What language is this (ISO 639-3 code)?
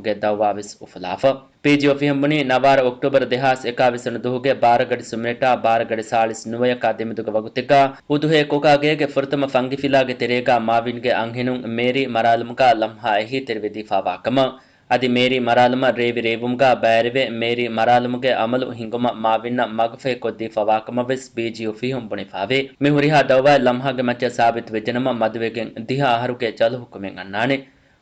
div